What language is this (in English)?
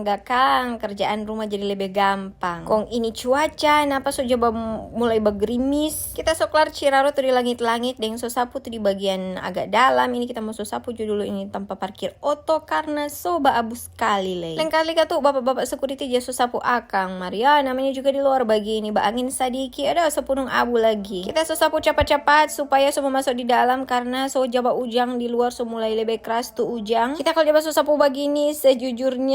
Manado Malay